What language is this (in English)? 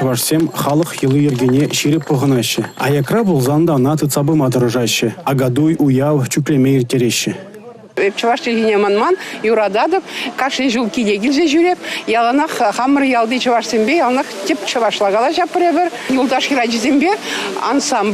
Chuvash